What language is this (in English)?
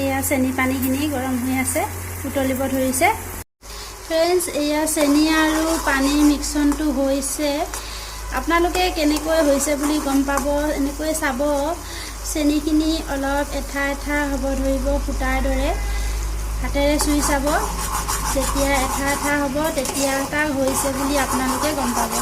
Assamese